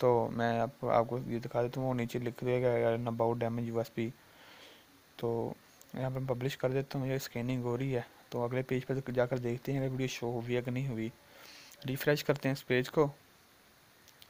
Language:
Hindi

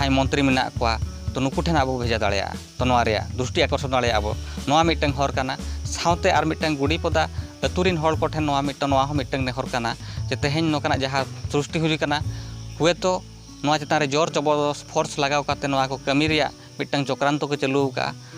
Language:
Santali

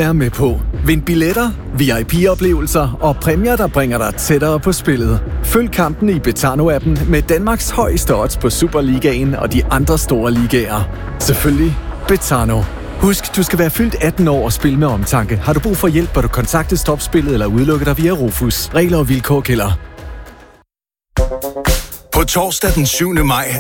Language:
Danish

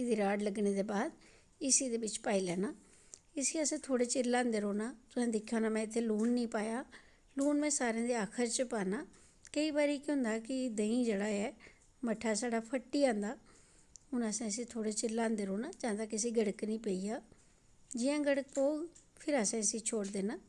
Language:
Dogri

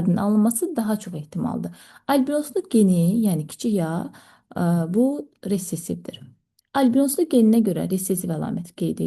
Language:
Azerbaijani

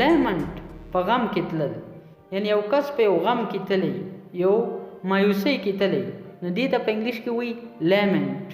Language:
Pashto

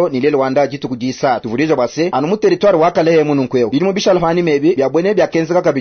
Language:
Luba-Lulua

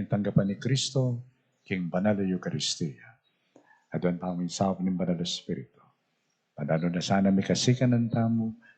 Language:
Pampanga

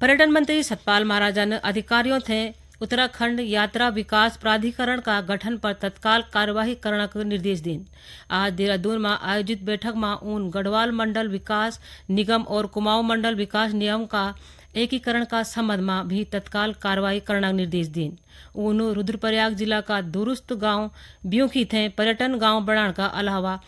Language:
Garhwali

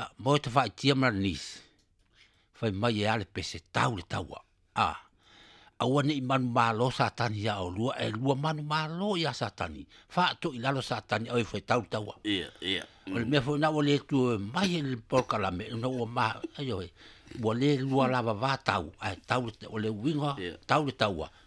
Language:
Samoan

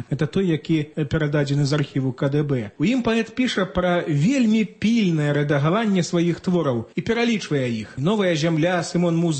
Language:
Belarusian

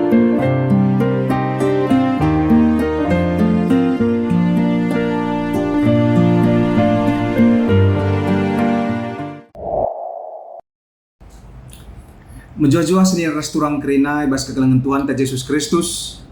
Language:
Batak Karo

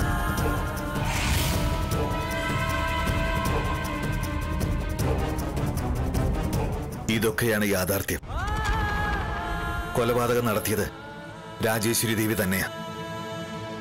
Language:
Malayalam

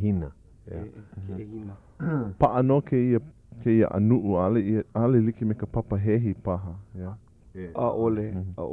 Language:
Hawaiian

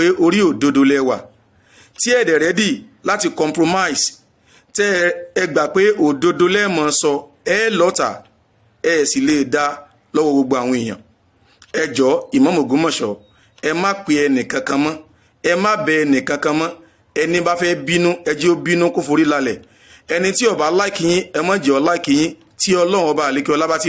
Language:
Yoruba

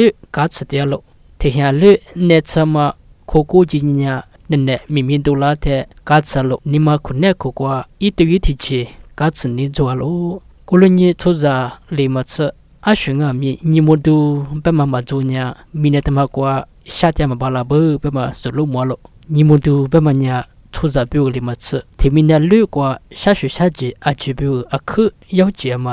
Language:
Lisu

